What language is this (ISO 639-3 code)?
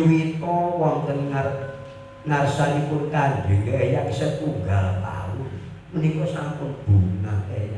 jav